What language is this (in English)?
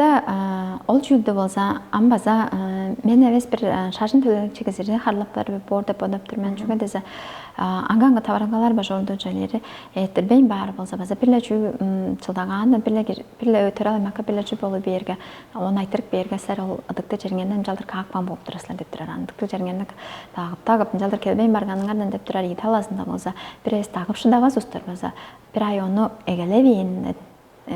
Tuvinian